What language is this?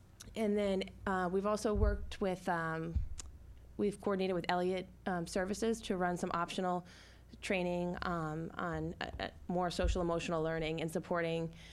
English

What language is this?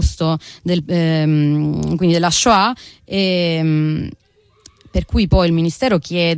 Italian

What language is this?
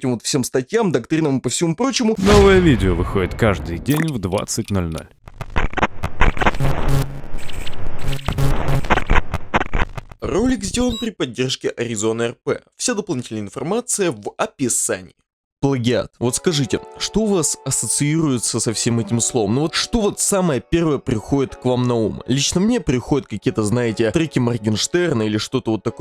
Russian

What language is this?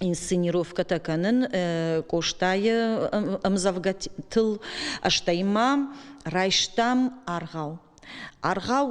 Ossetic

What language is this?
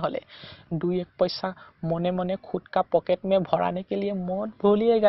Assamese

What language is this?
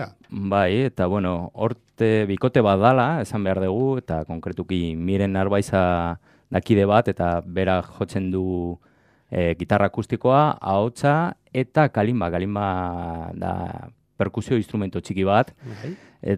Basque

